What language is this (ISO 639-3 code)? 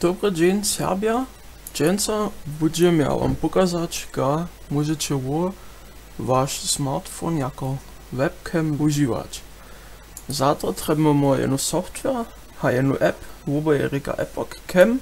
hsb